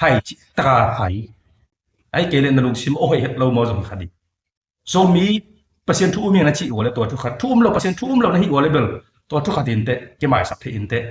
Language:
Tedim Chin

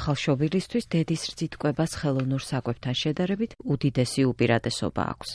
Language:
Georgian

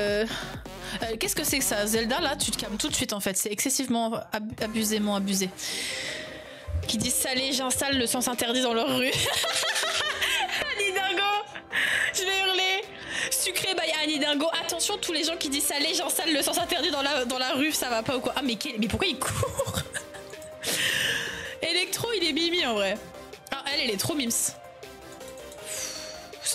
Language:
French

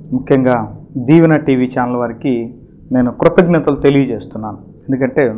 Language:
Telugu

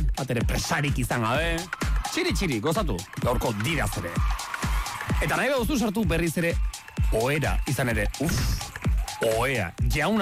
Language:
Basque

